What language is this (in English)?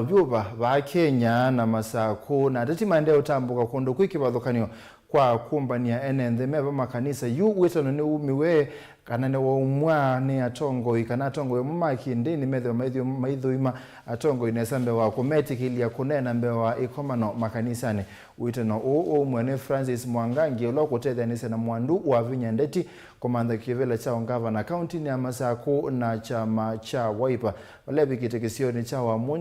Kamba